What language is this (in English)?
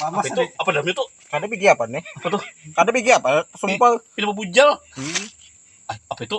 Banjar